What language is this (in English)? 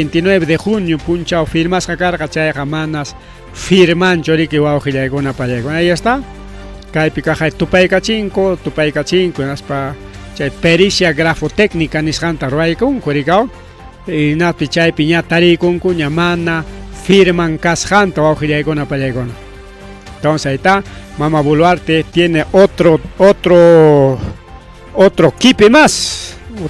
Ayacucho Quechua